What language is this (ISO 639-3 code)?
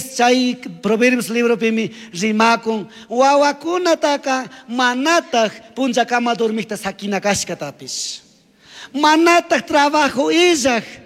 qug